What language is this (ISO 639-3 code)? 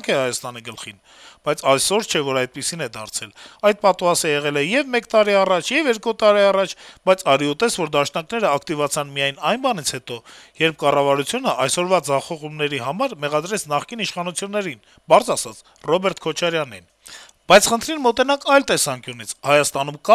hye